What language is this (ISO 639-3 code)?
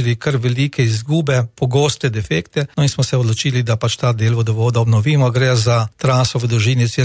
slv